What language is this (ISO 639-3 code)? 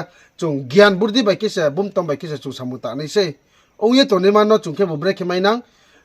ria